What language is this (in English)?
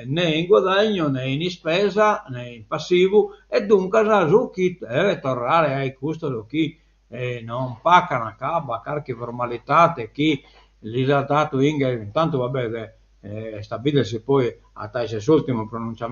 Sardinian